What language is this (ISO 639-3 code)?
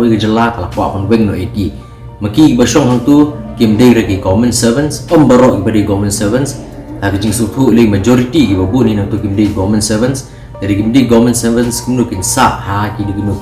kha